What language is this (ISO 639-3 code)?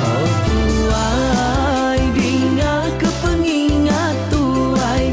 iba